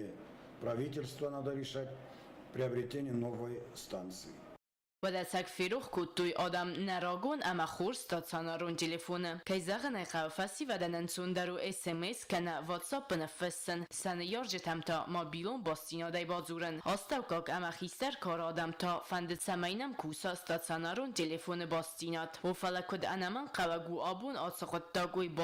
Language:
Ossetic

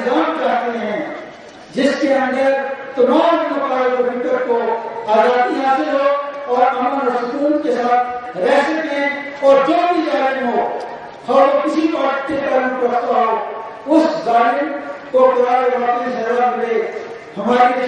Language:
Urdu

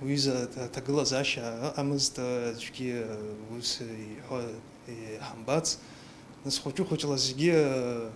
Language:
Abkhazian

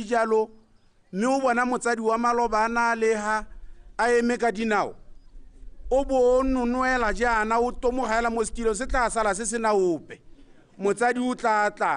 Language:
Tswana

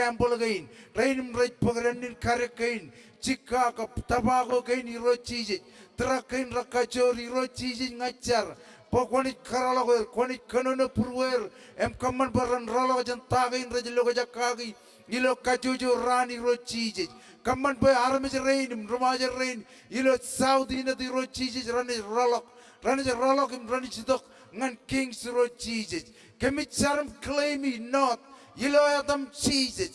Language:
Marshallese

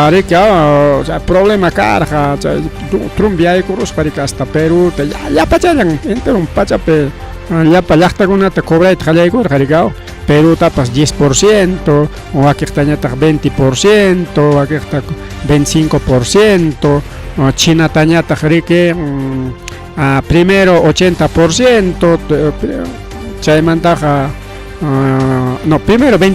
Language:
Ayacucho Quechua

